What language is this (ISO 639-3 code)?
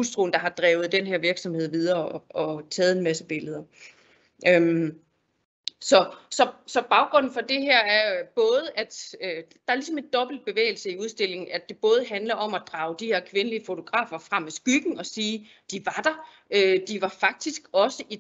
dan